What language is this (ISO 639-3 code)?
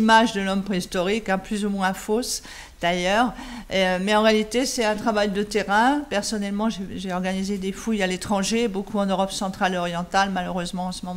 fra